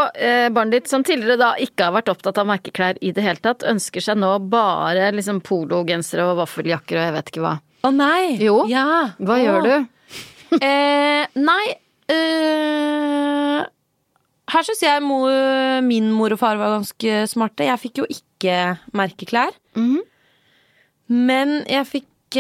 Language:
Norwegian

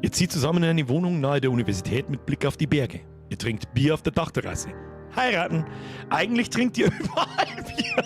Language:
Bavarian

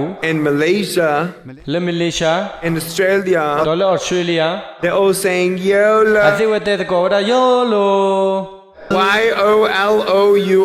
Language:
S'gaw Karen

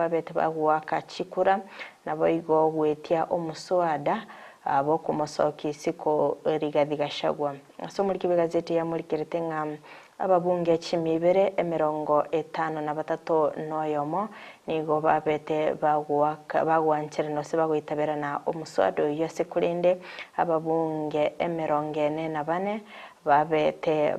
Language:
Gusii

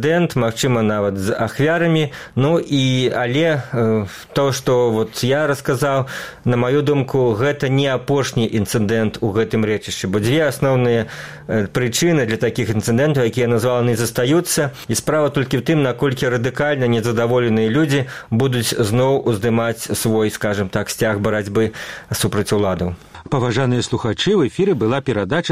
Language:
Belarusian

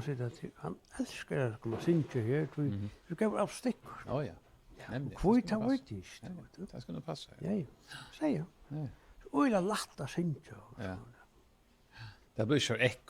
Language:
Faroese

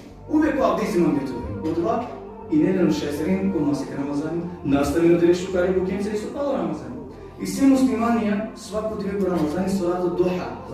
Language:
Balkan Romani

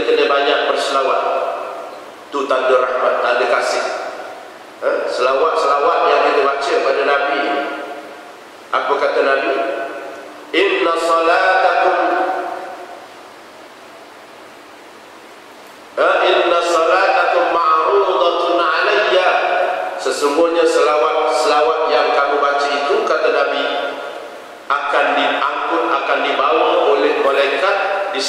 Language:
Malay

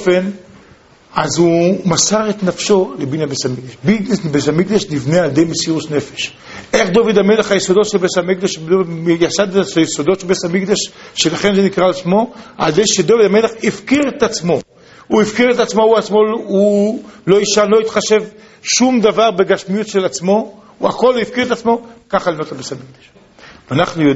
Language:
Hebrew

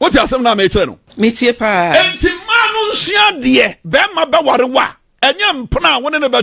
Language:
Akan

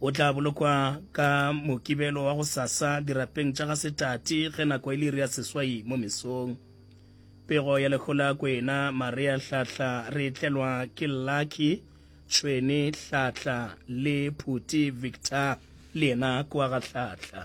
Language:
Northern Sotho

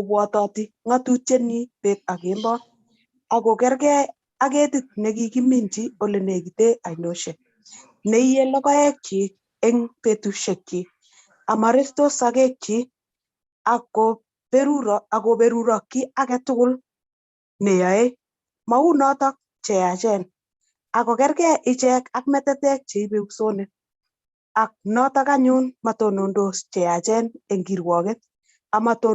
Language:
Kalenjin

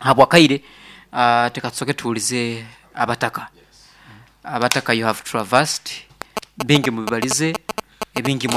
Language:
Nyoro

